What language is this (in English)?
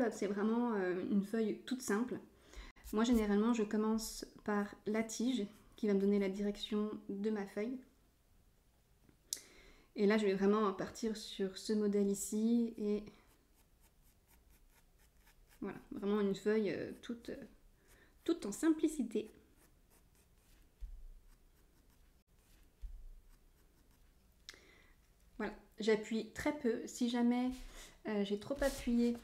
French